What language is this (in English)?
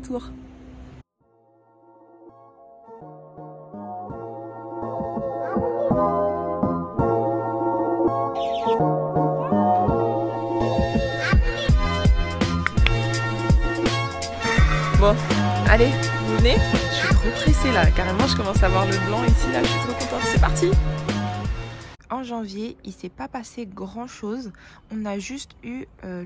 French